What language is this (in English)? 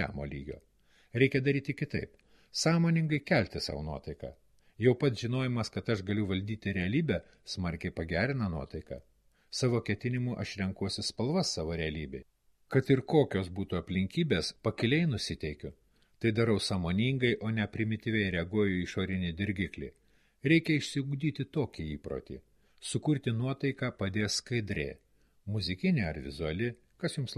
Lithuanian